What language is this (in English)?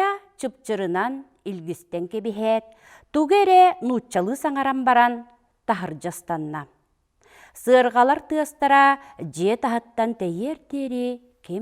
Yakut